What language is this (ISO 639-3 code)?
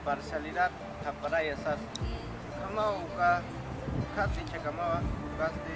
aym